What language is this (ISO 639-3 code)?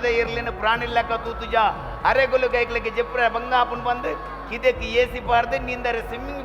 tcy